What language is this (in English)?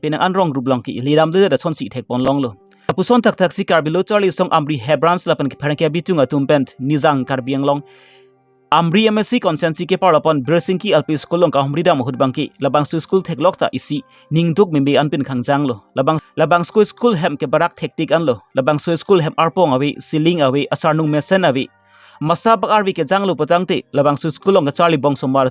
Karbi